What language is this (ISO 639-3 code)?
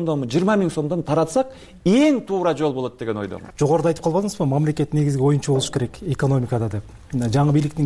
kir